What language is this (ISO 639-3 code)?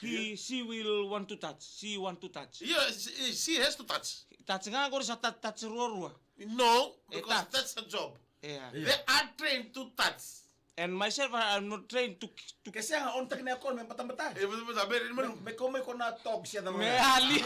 fij